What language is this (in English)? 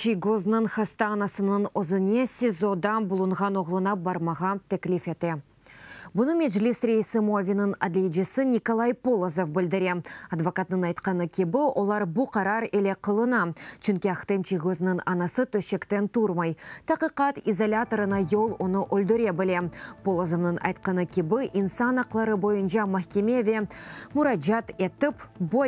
Crimean Tatar